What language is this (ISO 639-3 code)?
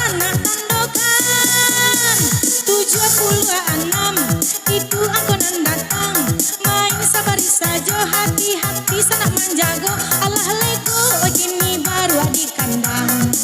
min